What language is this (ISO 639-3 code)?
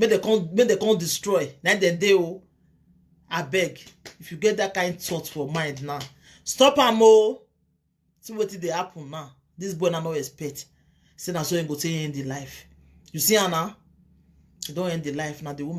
pcm